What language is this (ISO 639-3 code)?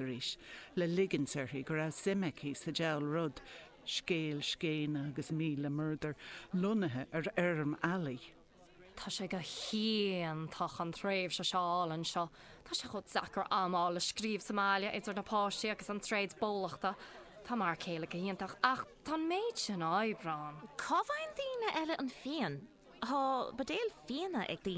gle